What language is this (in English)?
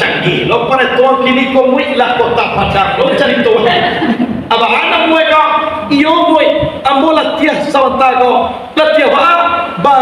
Minangkabau